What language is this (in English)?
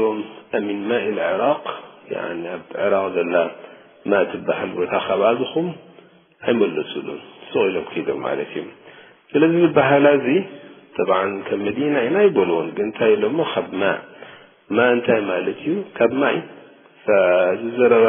Tigrinya